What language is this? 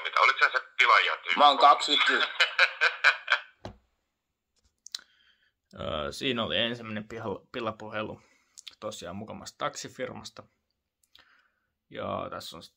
Finnish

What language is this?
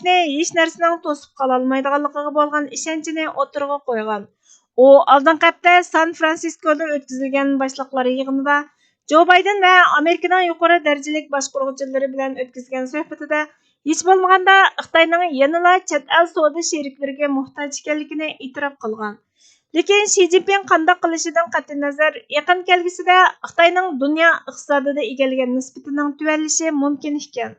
Uyghur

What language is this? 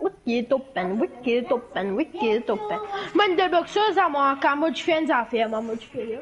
Morisyen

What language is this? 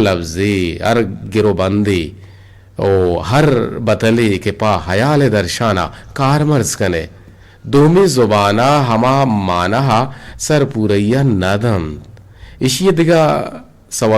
Eastern Balochi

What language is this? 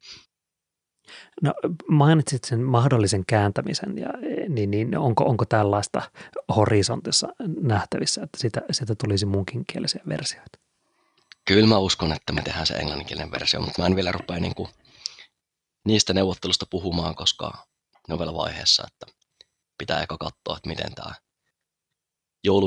Finnish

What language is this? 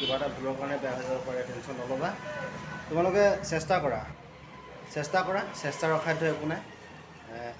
Assamese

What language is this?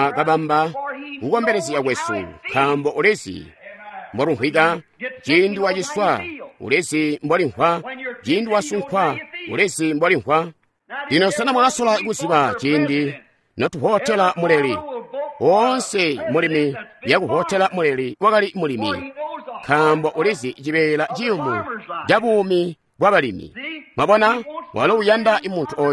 Tonga (Zambia)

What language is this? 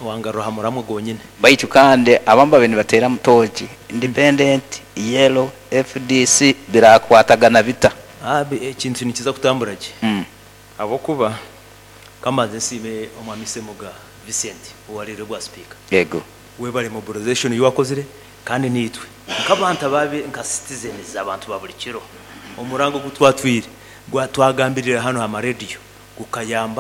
Nyankole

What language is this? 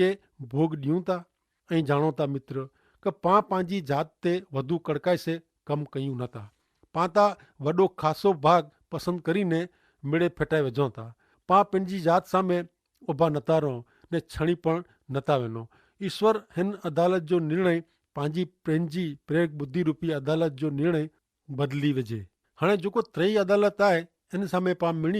Kachhi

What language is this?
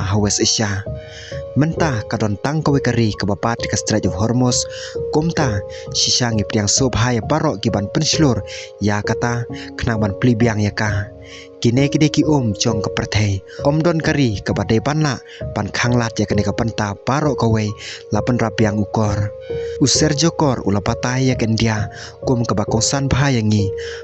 Khasi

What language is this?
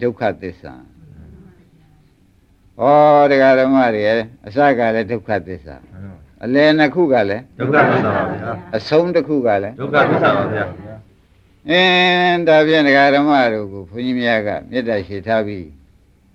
Burmese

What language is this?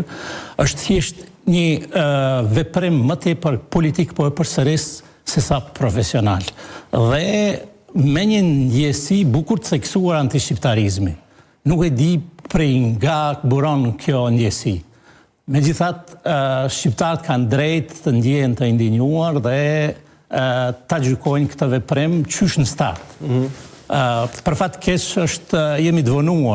Albanian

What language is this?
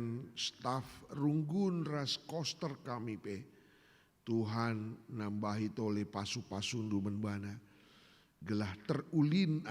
Batak Karo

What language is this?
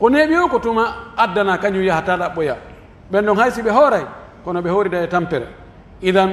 Pular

